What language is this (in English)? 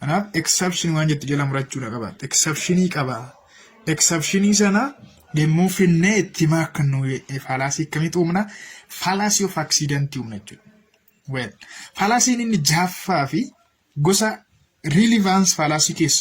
Oromo